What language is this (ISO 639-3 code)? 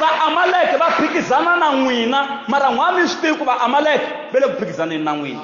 tso